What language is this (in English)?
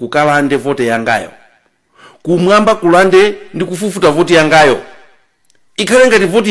Nyanja